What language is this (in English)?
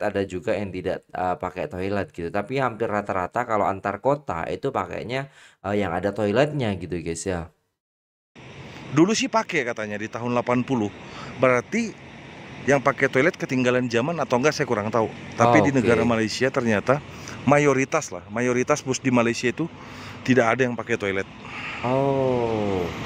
Indonesian